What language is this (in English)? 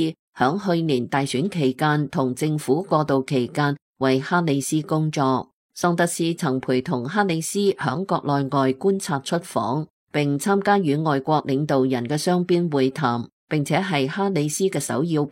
Cantonese